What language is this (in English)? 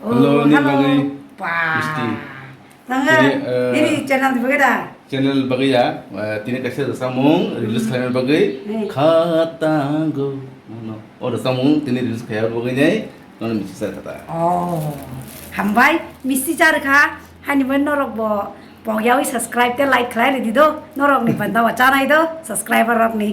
Kok Borok